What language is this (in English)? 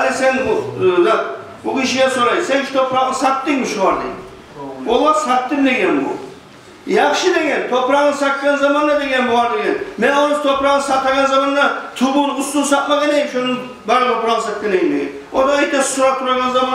Kumyk